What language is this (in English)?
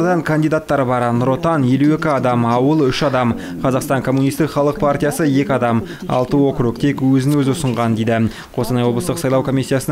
Kazakh